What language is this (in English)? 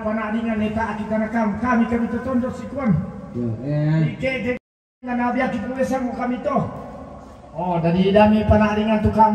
Toraja-Sa'dan